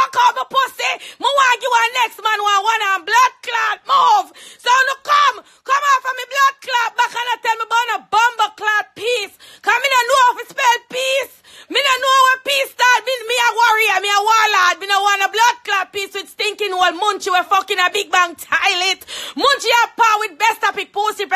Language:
Jamaican Creole English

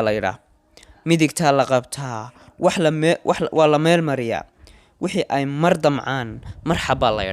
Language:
Somali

